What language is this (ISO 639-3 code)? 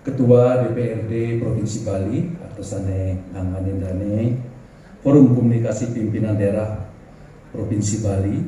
ban